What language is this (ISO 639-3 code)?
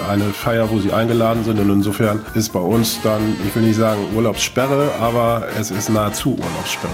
deu